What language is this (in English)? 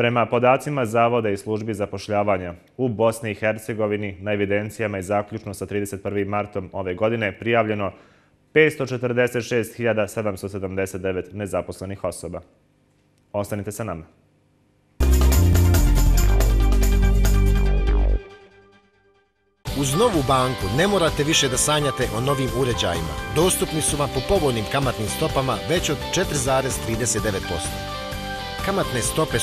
Bosnian